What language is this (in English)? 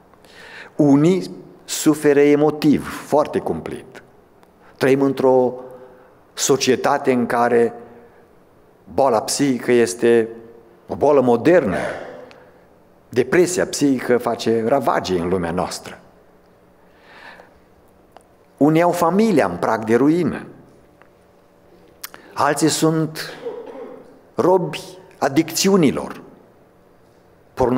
Romanian